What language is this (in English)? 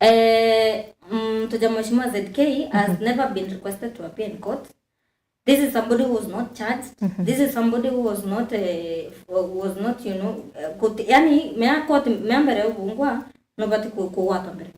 Meru